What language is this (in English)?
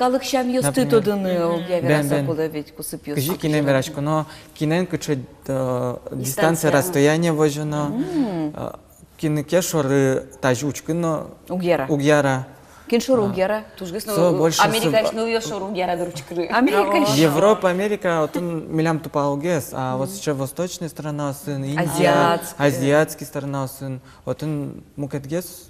Udmurt